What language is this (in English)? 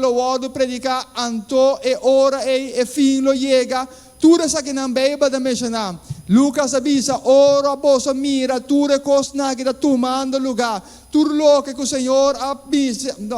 Papiamento